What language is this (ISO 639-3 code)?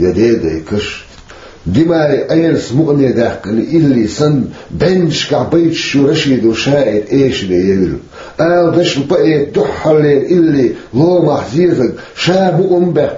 che